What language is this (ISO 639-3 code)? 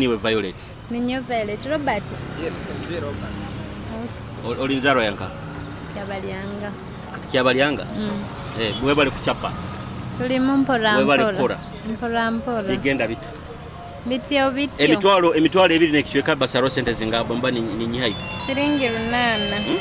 nyo